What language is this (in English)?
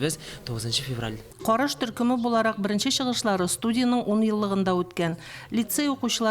Tatar